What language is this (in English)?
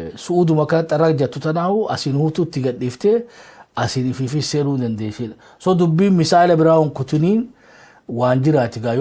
Oromo